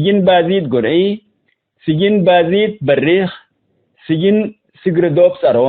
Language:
Tigre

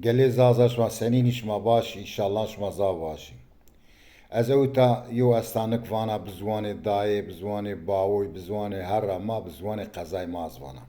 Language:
Zaza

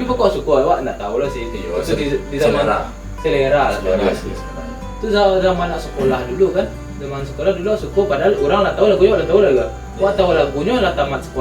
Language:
Minangkabau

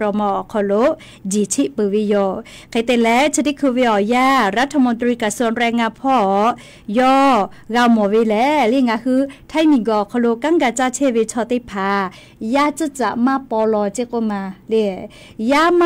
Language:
Lahu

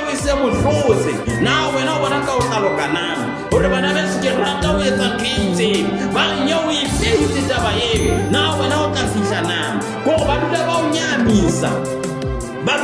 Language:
Southern Sotho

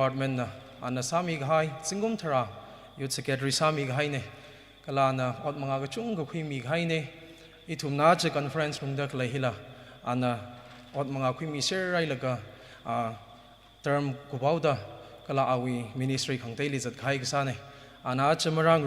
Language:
Tangkhul Naga (India)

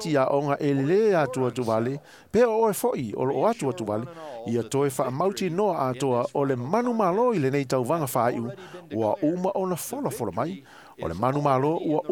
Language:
Samoan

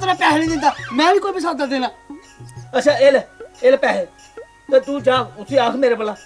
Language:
Dogri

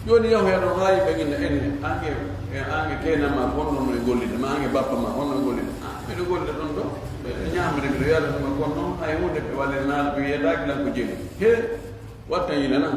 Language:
Pular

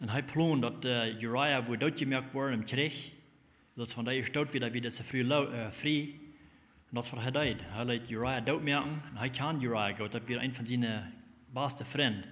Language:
Plautdietsch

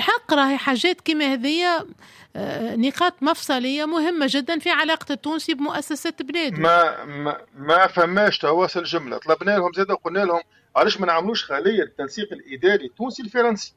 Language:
Tunisian Arabic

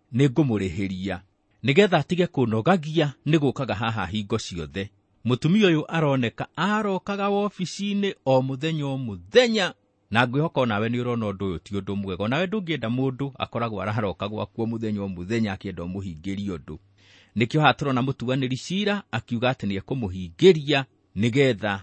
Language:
Kikuyu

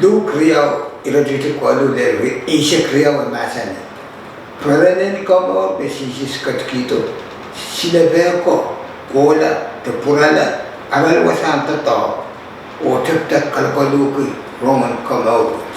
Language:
Pohnpeian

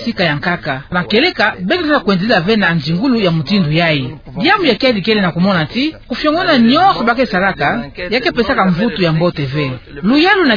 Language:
Kituba (Democratic Republic of Congo)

